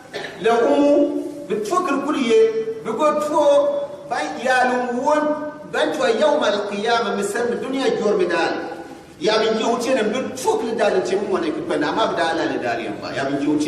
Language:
Gourmanchéma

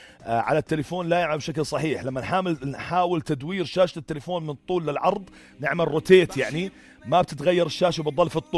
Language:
North Levantine Arabic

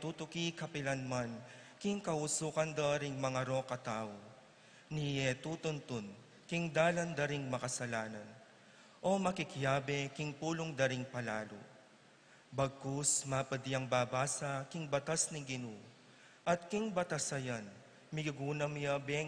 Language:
Pampanga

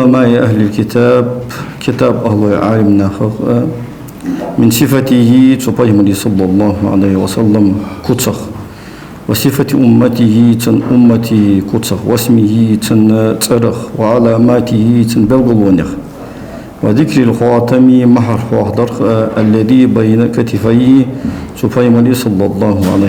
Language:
Ingush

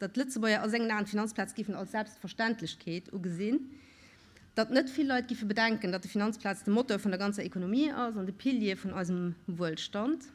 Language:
Luxembourgish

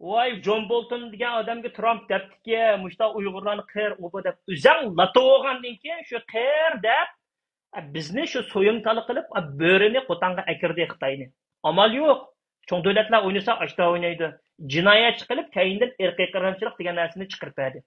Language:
Uyghur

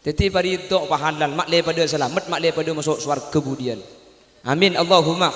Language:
Madurese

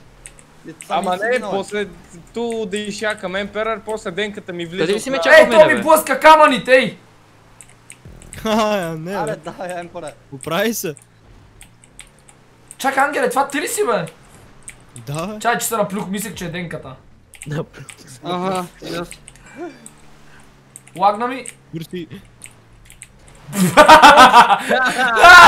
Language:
Bulgarian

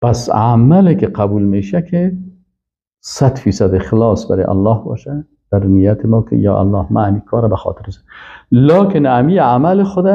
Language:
Persian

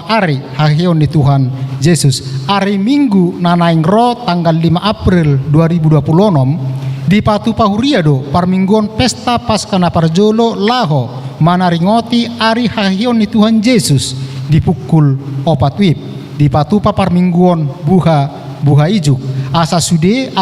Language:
Batak Toba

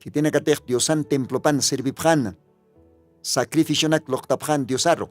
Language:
Aymara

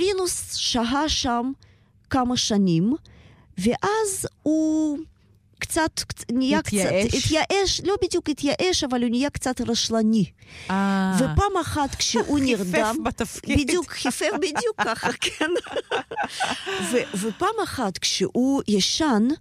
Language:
Hebrew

